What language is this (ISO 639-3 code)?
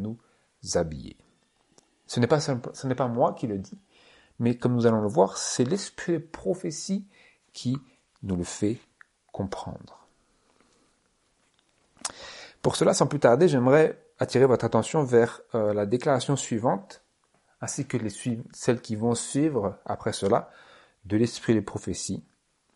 fra